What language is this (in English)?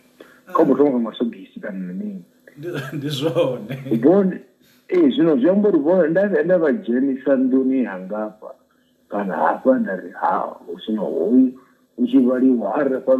Venda